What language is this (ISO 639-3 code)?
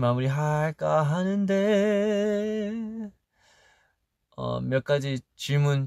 kor